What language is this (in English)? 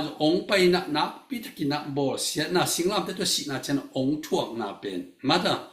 Tedim Chin